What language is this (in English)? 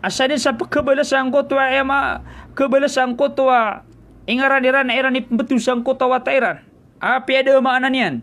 Maranao